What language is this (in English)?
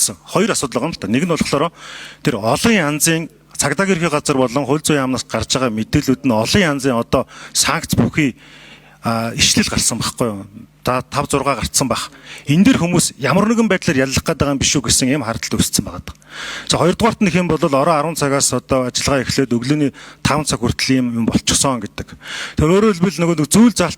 Mongolian